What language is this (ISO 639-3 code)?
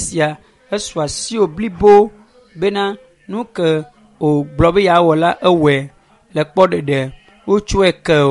ewe